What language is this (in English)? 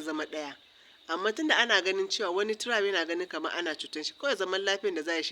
Hausa